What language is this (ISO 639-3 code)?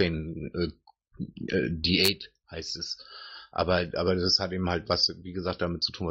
deu